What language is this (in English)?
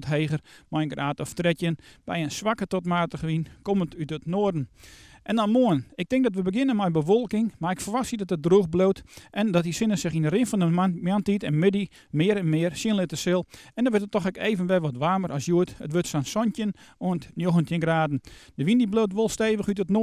Western Frisian